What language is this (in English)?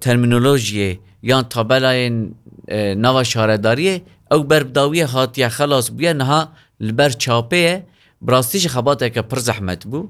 Kurdish